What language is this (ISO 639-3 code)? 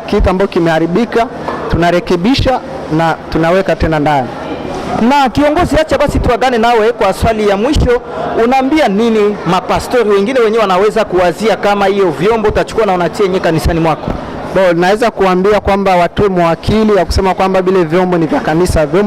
swa